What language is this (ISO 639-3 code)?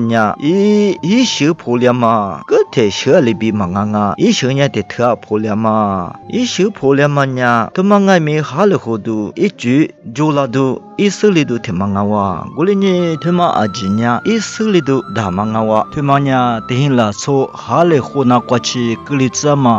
lis